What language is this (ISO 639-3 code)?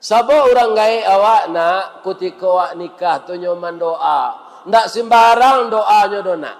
min